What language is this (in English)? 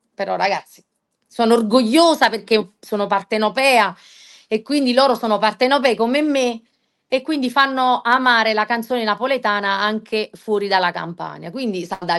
Italian